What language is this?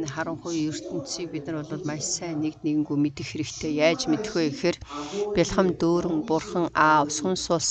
Mongolian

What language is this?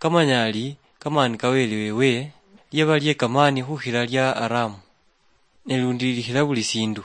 Luyia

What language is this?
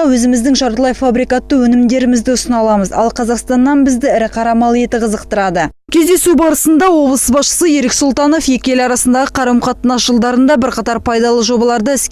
Kazakh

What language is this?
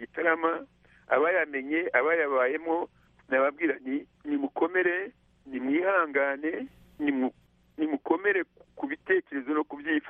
Kinyarwanda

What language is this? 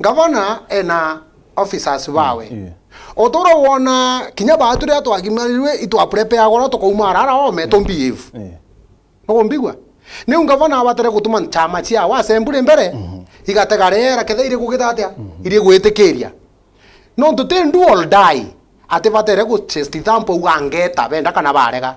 Meru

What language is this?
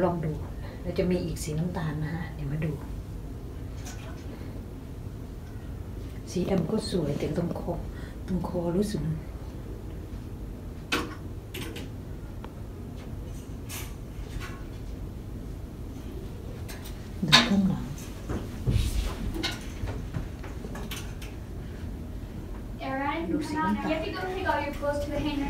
Thai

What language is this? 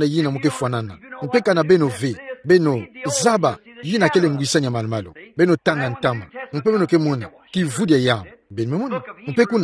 Kituba (Democratic Republic of Congo)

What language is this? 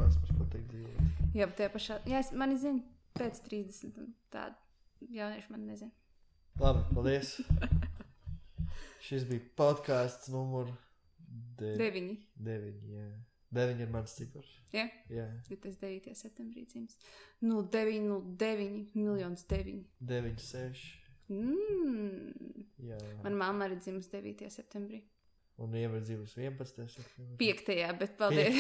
Latvian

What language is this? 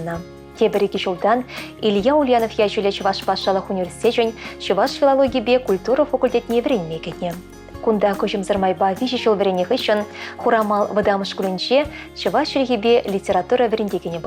Chuvash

